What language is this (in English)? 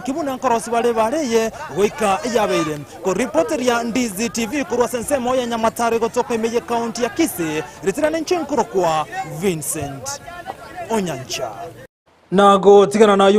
Gusii